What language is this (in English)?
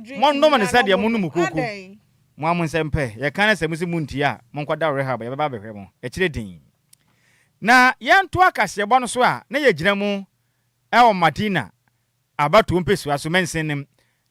Akan